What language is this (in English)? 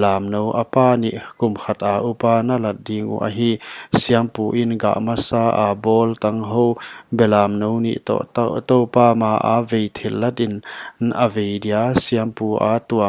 Paite Chin